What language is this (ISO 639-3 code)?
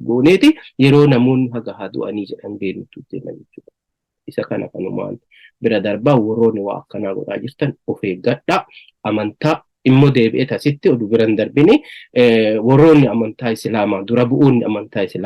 orm